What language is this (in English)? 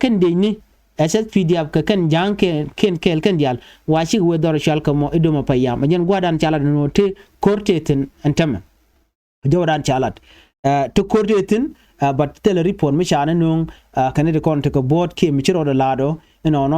Nuer